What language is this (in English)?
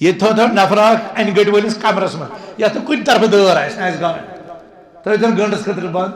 Kashmiri